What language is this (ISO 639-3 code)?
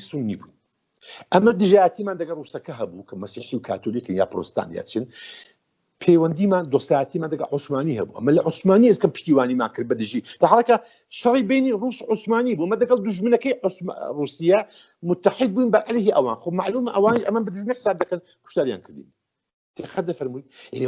ckb